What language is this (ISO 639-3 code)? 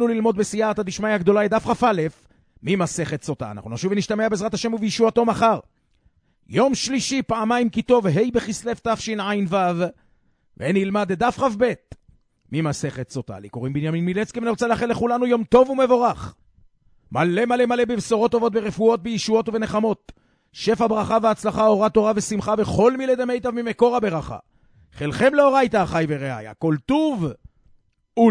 heb